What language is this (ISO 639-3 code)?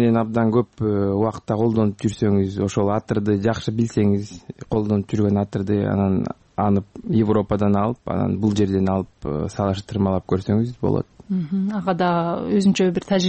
kir